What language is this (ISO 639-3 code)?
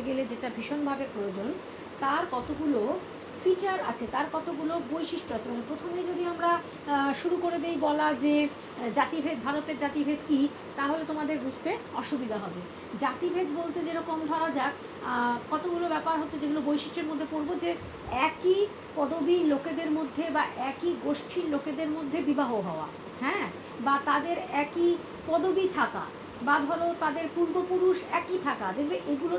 ben